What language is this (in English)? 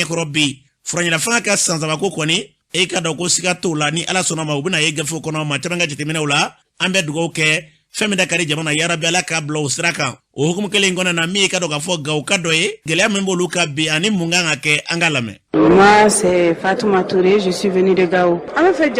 Bambara